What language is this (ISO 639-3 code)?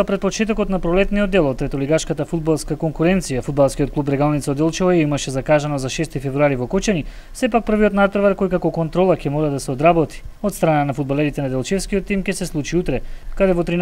mkd